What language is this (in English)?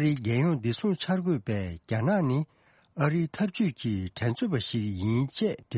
Tibetan